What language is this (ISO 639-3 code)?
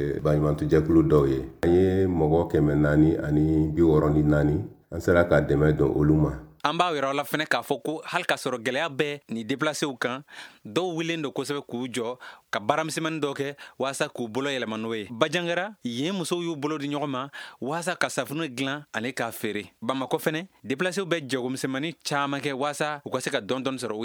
bam